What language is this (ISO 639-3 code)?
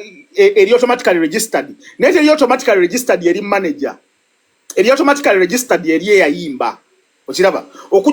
lug